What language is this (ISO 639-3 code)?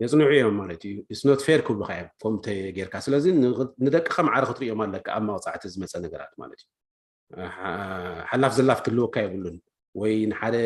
tir